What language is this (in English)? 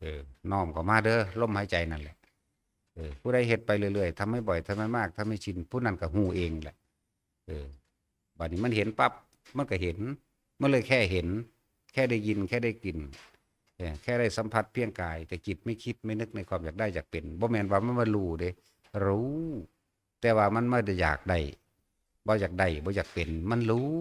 Northeastern Thai